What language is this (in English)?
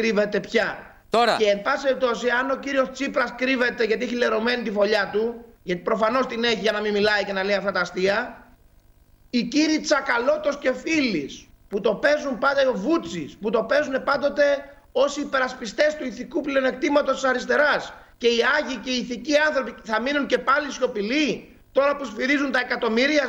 Greek